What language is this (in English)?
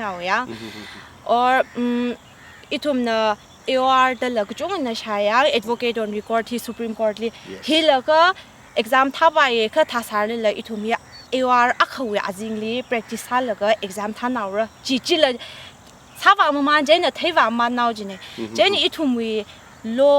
Tangkhul Naga (India)